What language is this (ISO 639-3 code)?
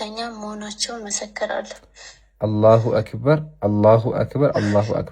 amh